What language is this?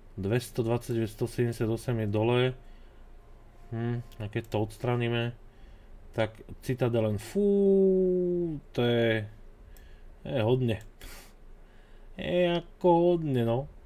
Slovak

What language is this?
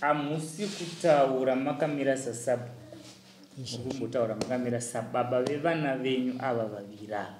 Shona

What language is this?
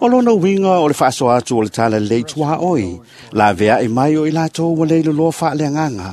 Samoan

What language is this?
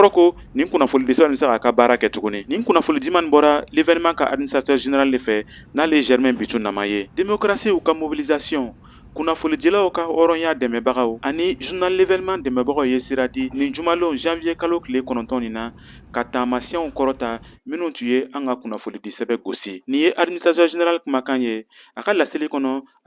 Bambara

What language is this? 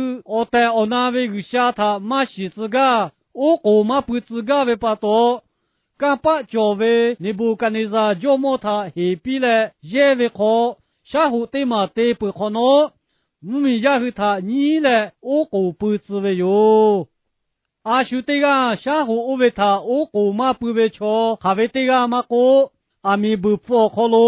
Lahu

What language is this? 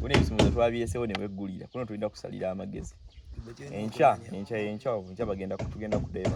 Ganda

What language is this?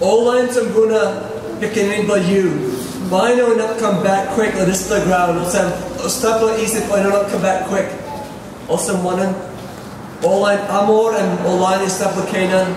Tok Pisin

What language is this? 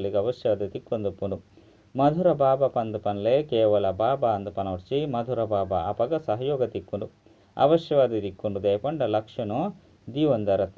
Tulu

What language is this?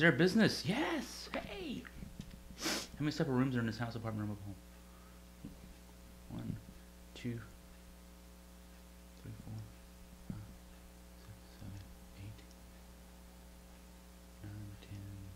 English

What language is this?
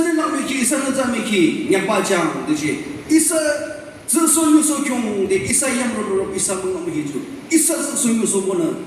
Naga Pidgin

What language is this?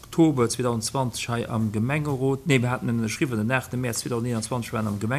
Luxembourgish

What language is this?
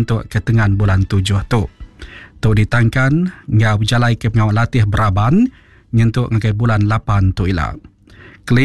Iban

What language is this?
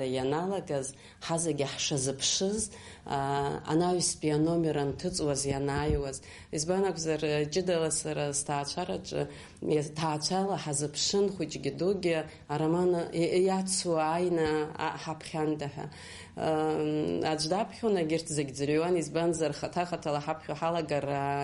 Abkhazian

